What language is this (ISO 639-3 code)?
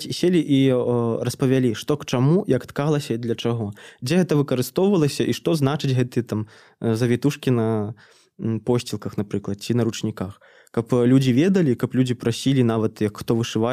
bel